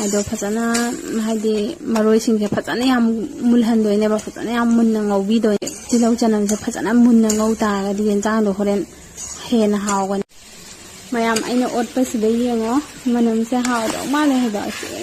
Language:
Manipuri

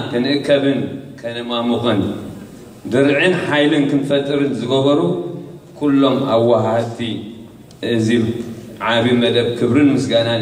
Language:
Tigrinya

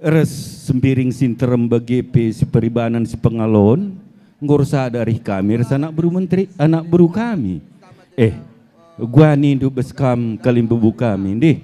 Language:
Batak Karo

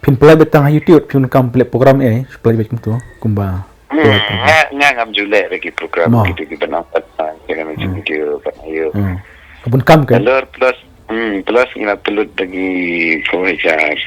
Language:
Khasi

